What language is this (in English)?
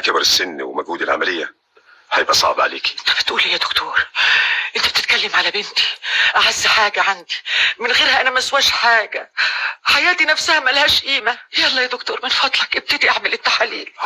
Egyptian Arabic